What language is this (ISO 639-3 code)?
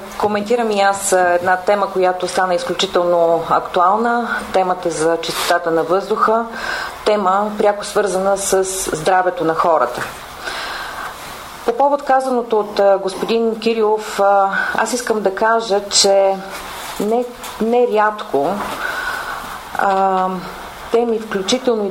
bul